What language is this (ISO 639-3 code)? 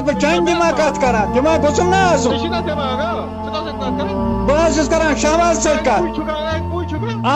kas